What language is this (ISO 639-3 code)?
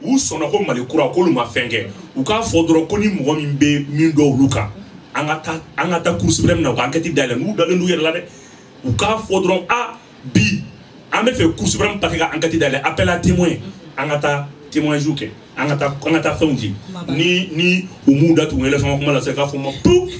bam